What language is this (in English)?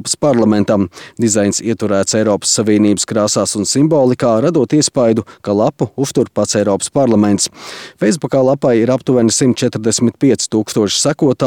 Latvian